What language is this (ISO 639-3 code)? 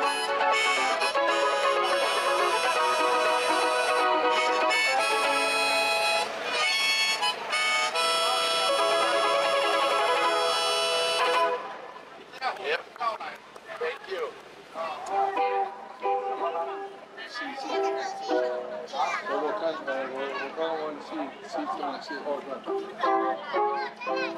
zho